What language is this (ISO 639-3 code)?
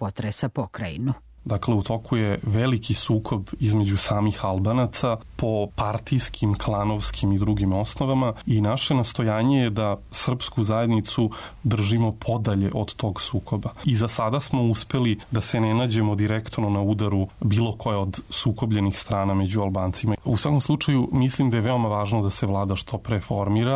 srp